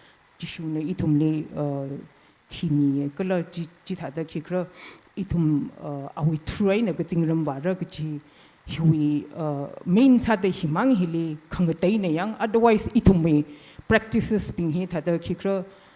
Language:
Tangkhul Naga (India)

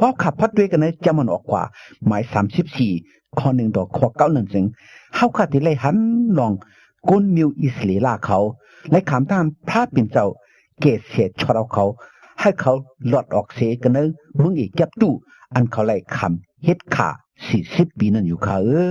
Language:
Shan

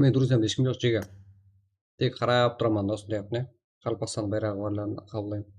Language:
Kara-Kalpak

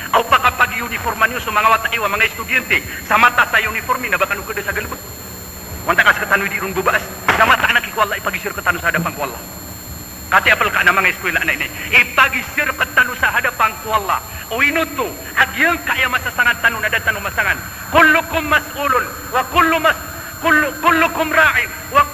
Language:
Maranao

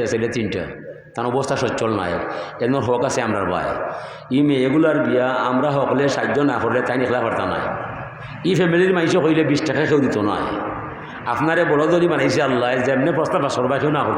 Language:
Sylheti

